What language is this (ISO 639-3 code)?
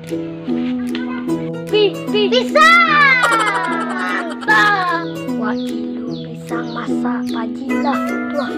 min